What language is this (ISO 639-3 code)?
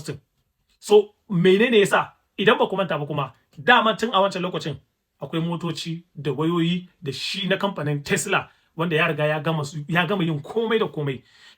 hau